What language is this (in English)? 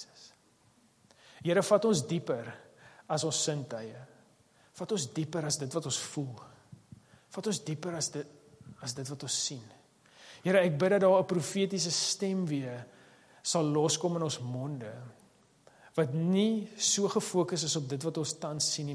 Afrikaans